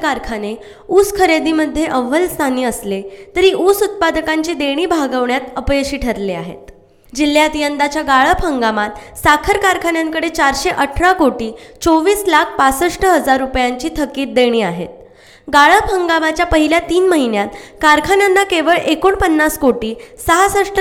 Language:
Marathi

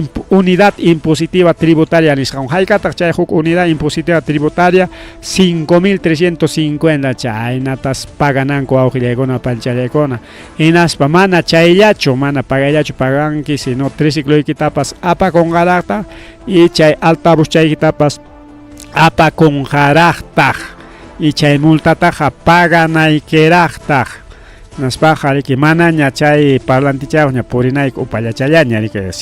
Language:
Ayacucho Quechua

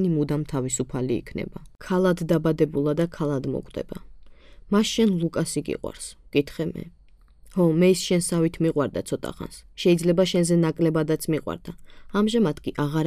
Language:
Georgian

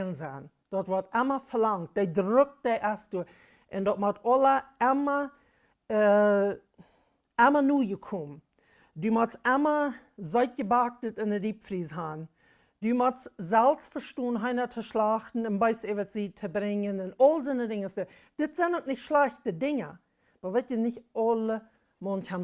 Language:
Plautdietsch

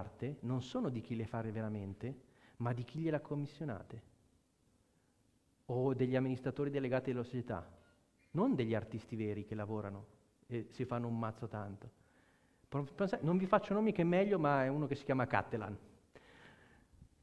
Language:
Italian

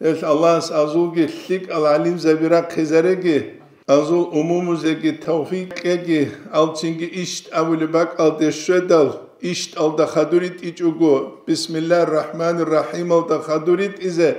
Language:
Avaric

